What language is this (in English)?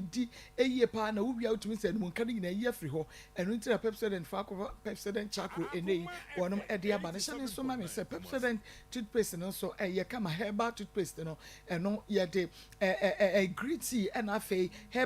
Akan